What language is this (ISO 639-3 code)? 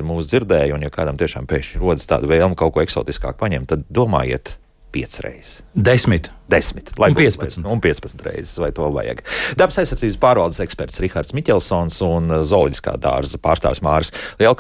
lav